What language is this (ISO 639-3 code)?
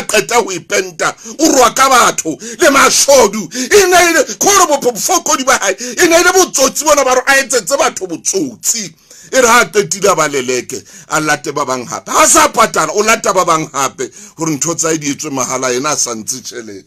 sot